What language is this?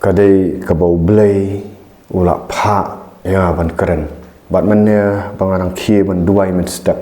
Khasi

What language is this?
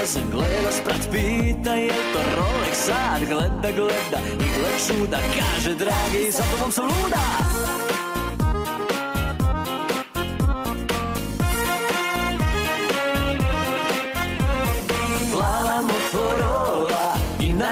Serbian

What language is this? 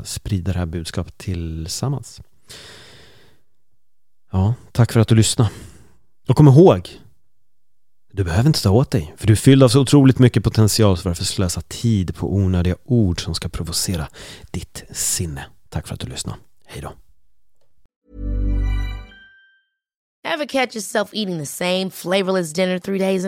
Swedish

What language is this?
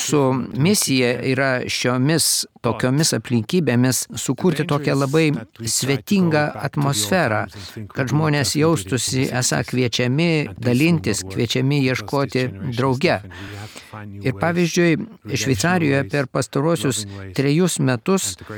Lithuanian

